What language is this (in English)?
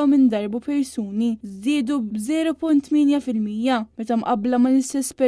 Maltese